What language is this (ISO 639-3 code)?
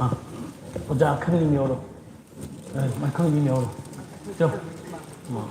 nmf